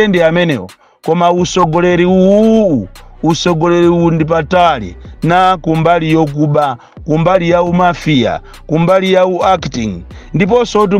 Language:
Nyanja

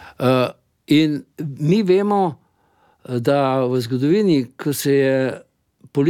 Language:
Slovenian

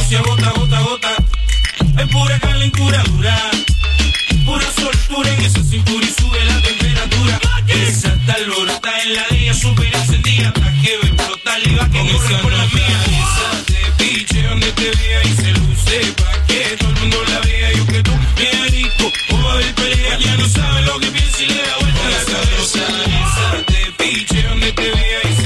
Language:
Spanish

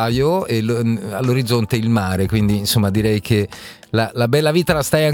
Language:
Italian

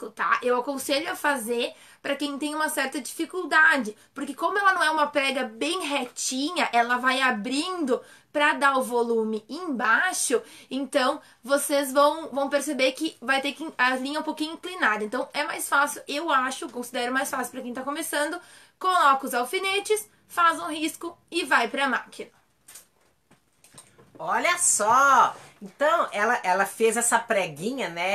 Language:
Portuguese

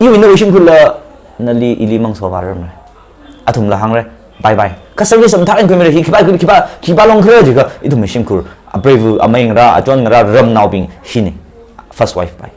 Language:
Tangkhul Naga (India)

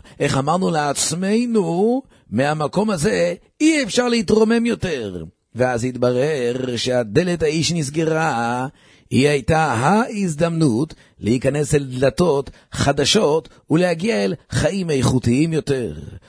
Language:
Hebrew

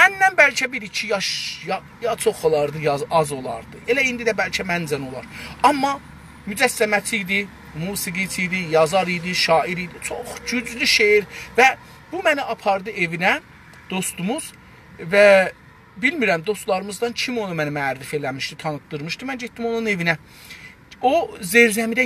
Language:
South Azerbaijani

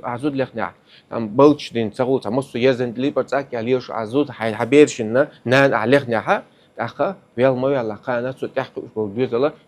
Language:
Chechen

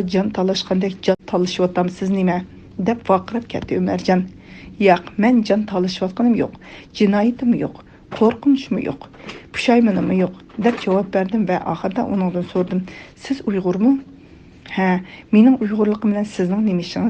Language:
Uyghur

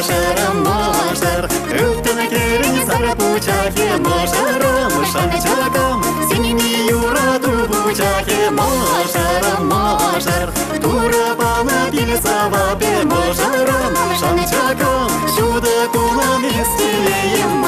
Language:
Chuvash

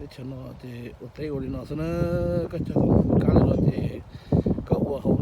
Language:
Hmong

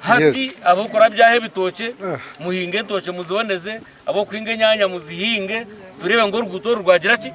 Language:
Nyankole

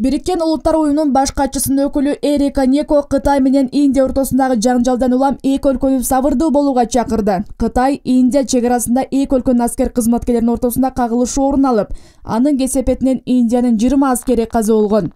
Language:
Kyrgyz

